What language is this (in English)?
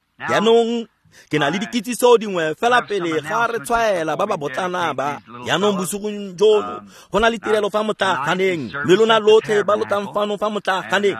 Tswana